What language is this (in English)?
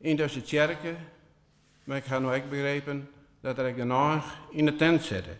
Western Frisian